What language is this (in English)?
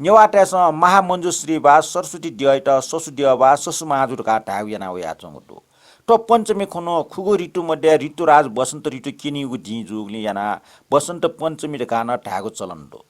Newari